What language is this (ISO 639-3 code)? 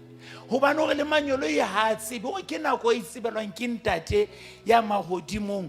sot